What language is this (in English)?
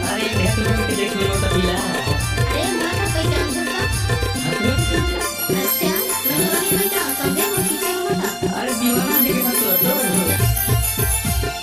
Chhattisgarhi